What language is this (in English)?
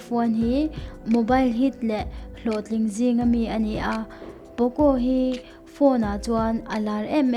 Mizo